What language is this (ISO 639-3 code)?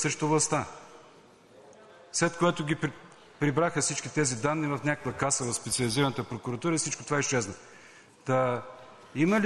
bul